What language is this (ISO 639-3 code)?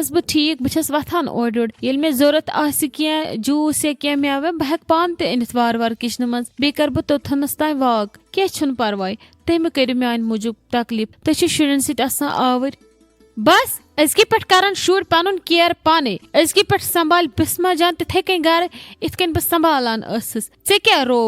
kas